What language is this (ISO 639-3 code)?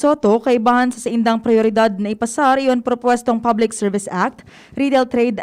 bik